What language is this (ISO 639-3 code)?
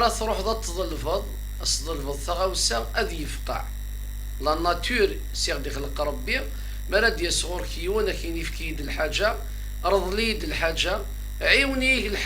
kab